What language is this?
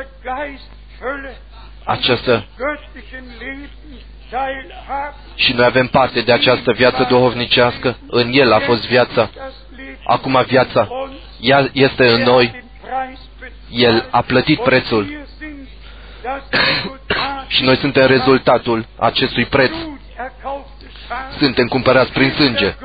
Romanian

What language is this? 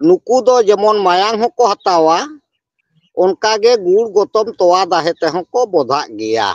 Santali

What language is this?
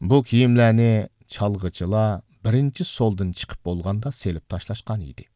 Uyghur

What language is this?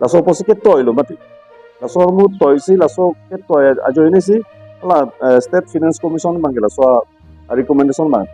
Karbi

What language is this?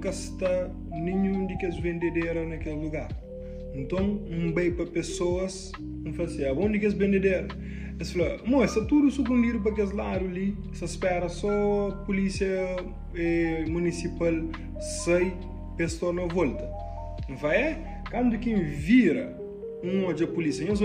Kabuverdianu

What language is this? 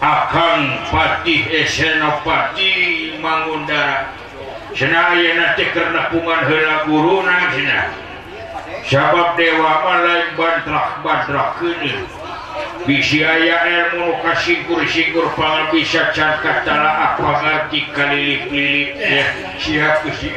Sundanese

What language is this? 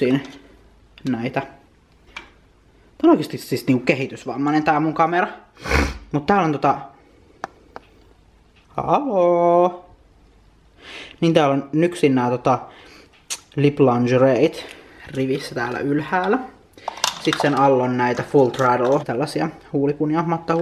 Finnish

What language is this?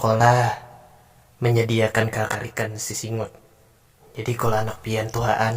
Banjar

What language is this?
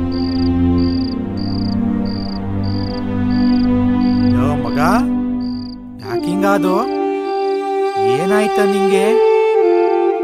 Kannada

